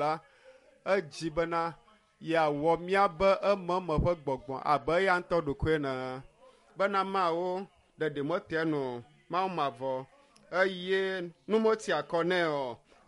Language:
Ewe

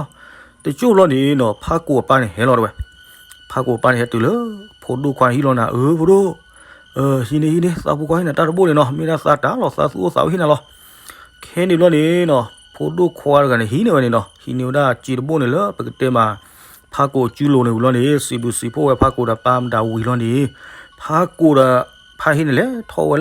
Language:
S'gaw Karen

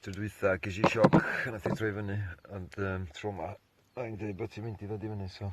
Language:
Welsh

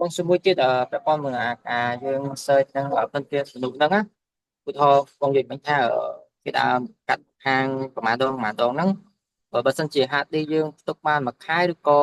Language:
Khmer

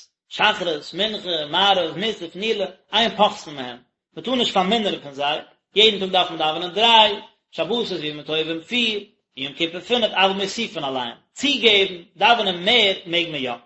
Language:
Yiddish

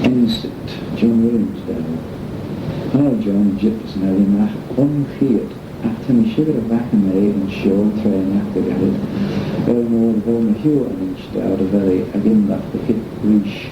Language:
Manx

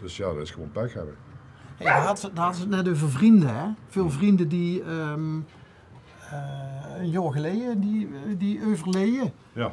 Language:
Limburgish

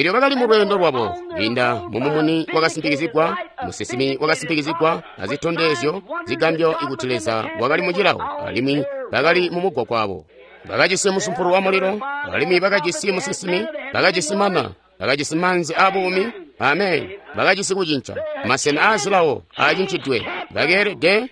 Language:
Tonga (Zambia)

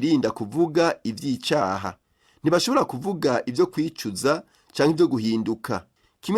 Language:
Rundi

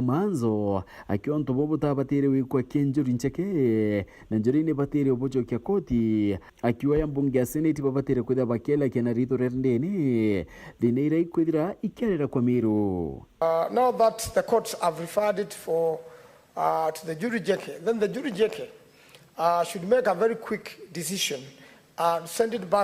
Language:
Meru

